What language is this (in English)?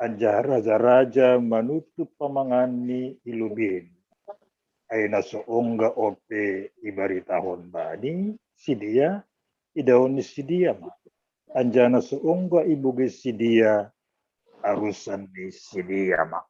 Batak Simalungun